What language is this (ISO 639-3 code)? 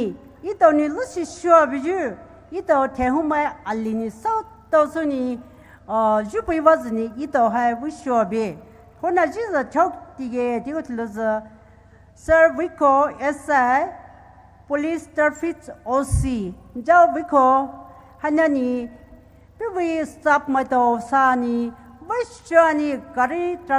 pmx